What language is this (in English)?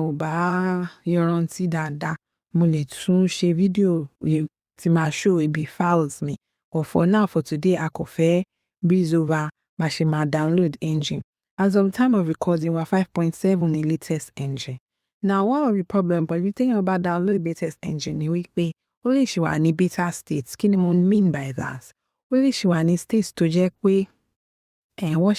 Yoruba